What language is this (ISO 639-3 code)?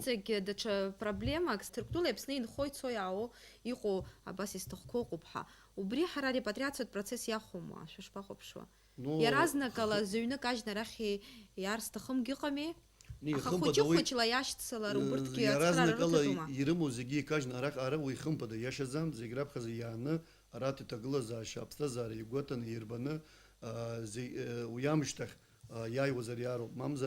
abk